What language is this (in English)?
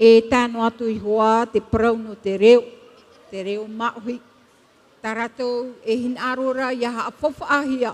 Tahitian